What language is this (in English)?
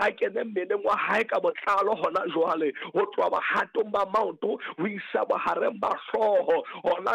Southern Sotho